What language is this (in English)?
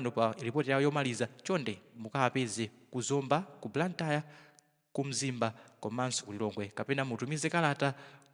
Nyanja